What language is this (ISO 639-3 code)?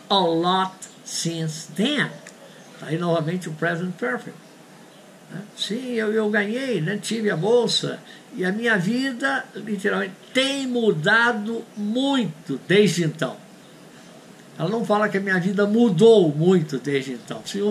por